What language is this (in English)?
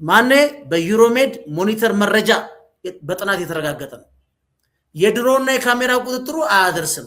Amharic